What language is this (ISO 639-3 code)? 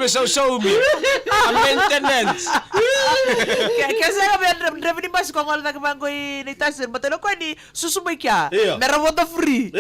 fij